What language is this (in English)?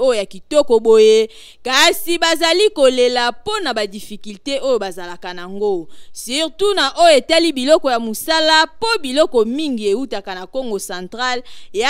Lingala